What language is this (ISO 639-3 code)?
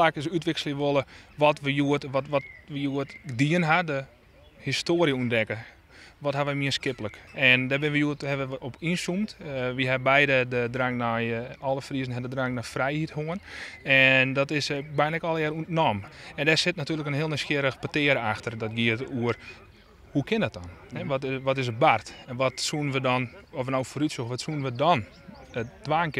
fry